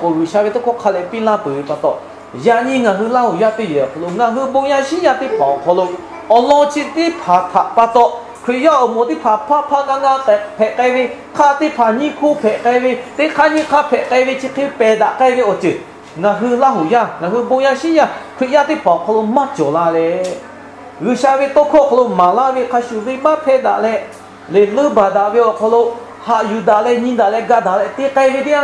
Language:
Lahu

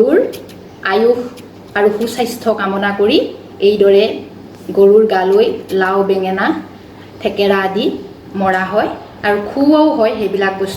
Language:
Assamese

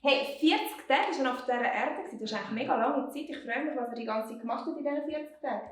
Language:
Swiss German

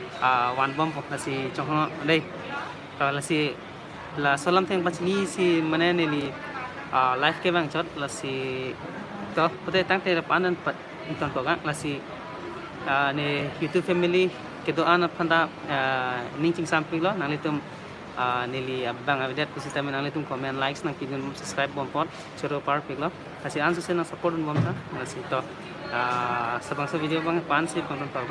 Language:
Karbi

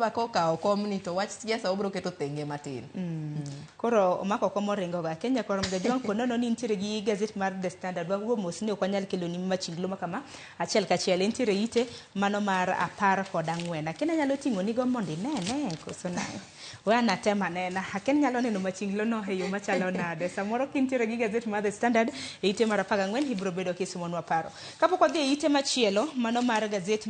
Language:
Luo (Kenya and Tanzania)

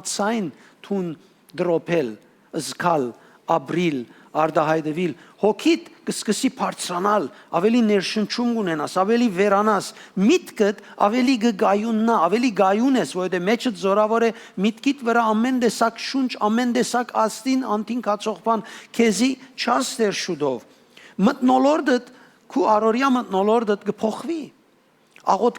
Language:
Western Armenian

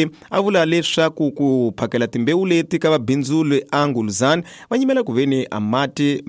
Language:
Tsonga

